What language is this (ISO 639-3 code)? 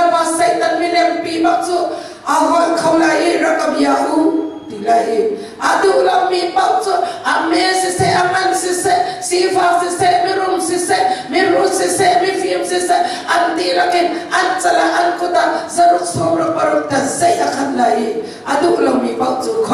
cnh